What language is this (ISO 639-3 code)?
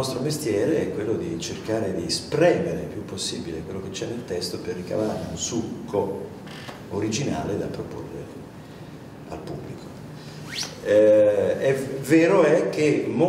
ita